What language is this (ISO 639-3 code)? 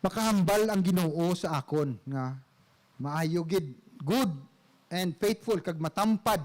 hil